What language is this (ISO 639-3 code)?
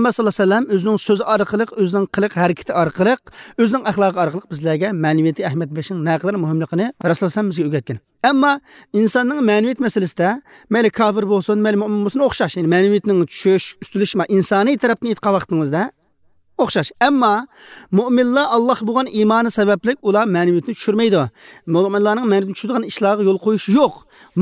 uig